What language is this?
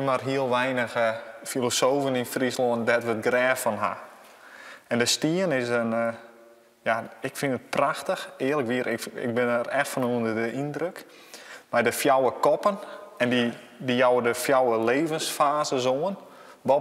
Western Frisian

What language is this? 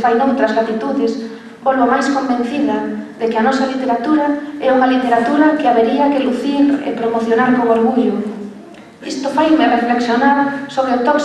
Galician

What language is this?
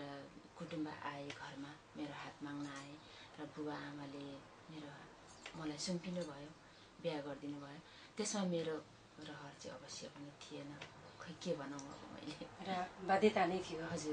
Nepali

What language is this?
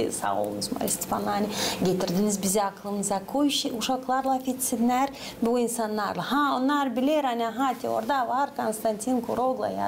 Gagauz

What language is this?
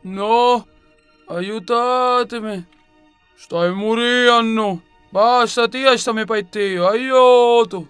Sicilian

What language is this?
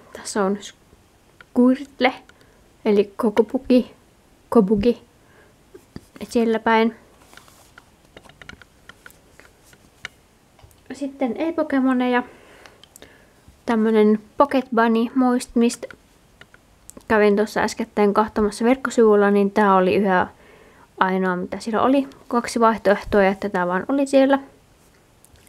Finnish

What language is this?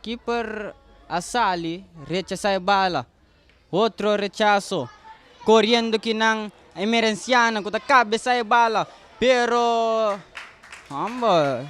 Papiamento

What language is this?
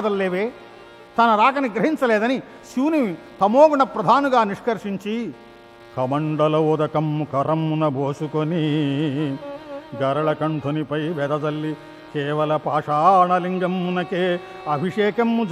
Telugu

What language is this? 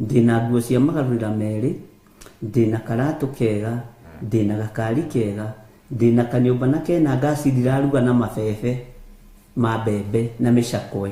Kikuyu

